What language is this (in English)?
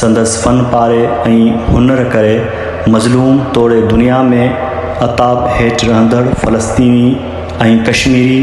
Sindhi